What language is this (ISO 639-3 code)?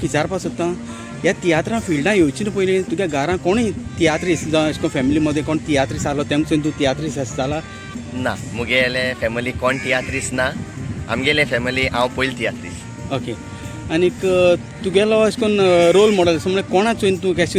kok